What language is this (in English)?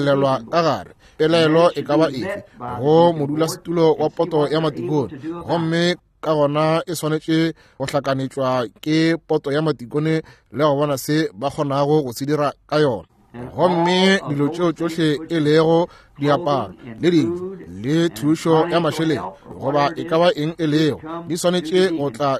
Northern Sotho